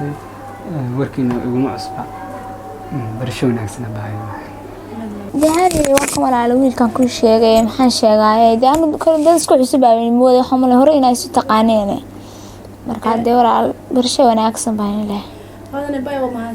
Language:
Somali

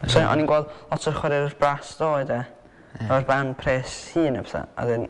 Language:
Welsh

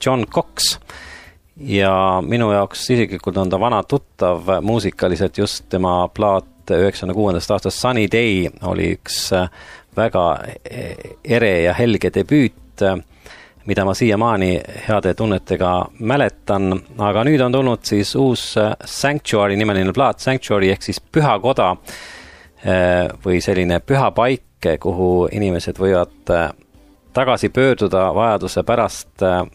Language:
Estonian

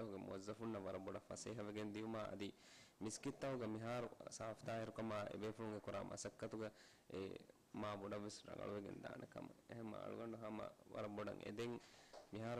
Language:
Divehi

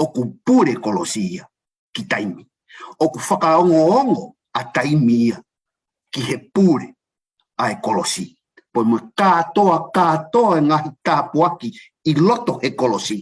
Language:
Tongan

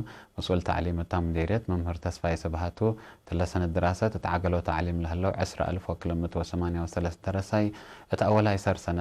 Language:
Tigre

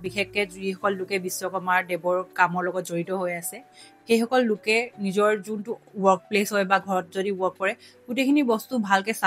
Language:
Assamese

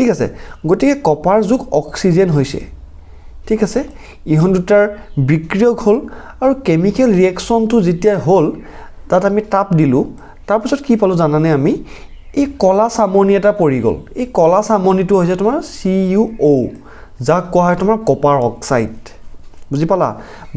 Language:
Assamese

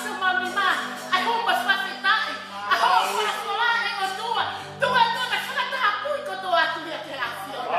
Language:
Tongan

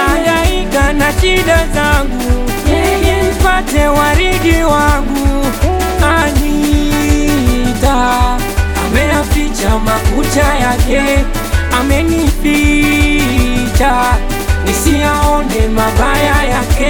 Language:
Swahili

